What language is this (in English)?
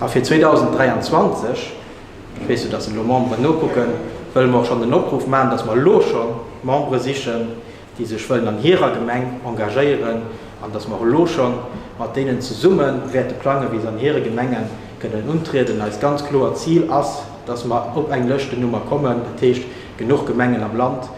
Luxembourgish